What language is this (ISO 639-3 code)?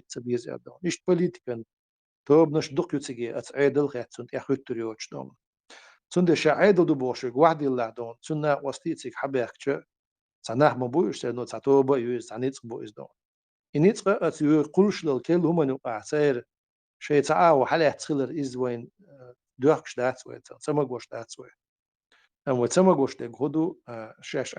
che